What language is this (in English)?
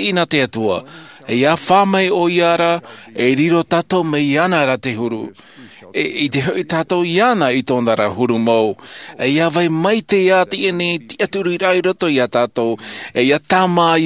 Tahitian